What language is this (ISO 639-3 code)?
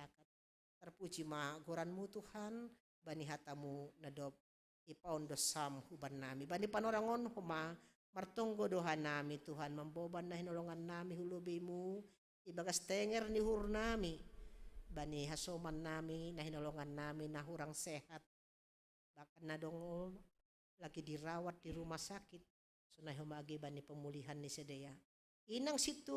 bts